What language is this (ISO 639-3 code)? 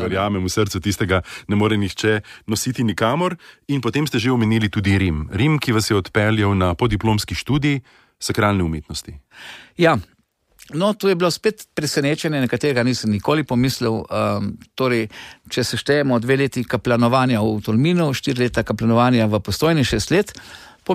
slv